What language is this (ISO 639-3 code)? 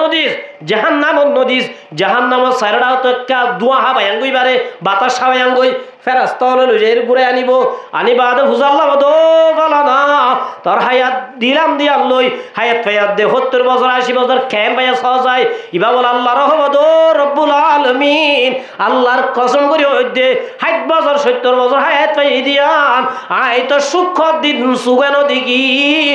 rhg